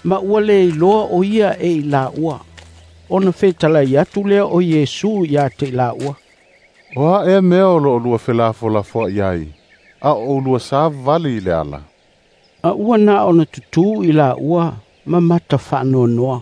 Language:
Samoan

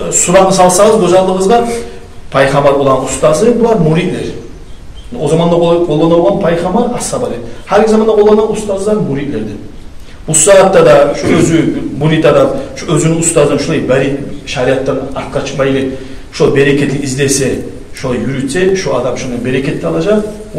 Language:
Kumyk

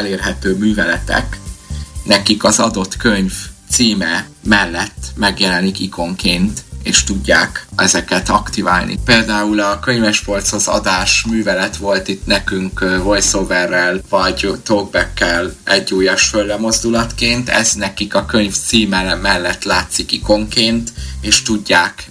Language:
Hungarian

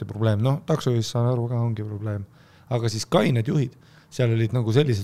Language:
Estonian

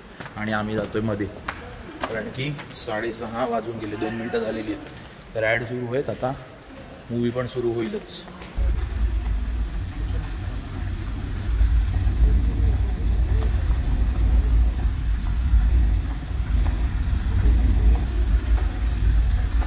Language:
Marathi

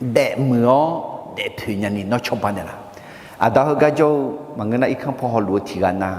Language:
Akha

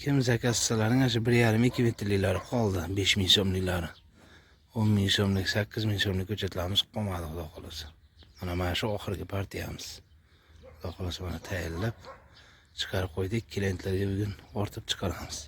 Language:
Uzbek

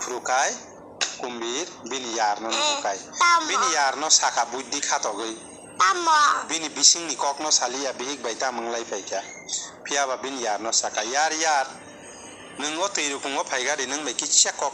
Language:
Kok Borok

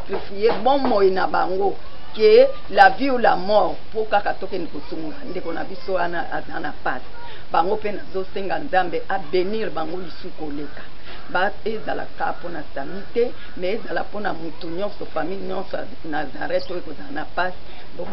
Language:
Lingala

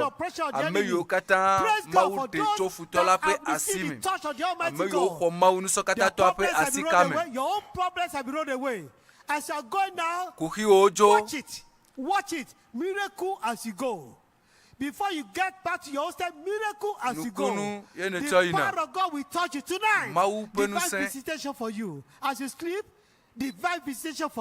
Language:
Ewe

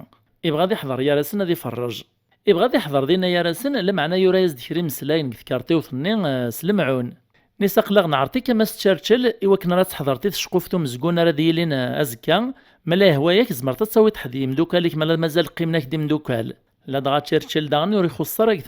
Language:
Kabyle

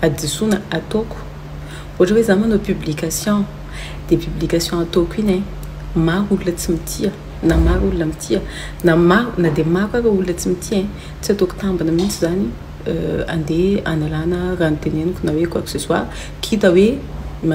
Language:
Malagasy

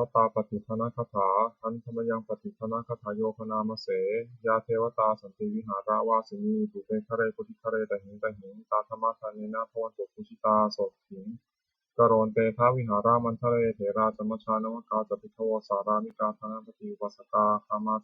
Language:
Pali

